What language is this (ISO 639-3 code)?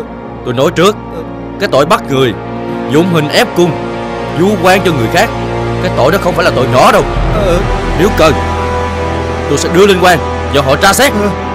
vie